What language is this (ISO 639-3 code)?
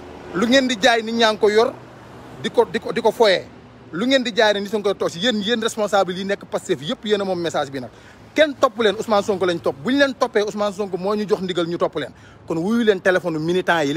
wol